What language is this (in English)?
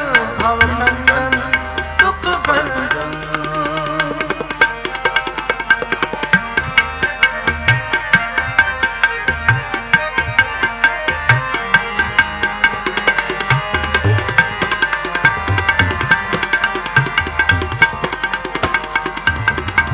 Punjabi